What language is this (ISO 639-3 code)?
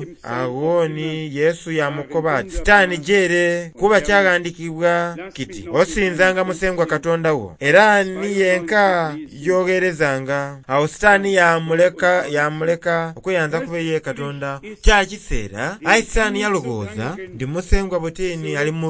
xog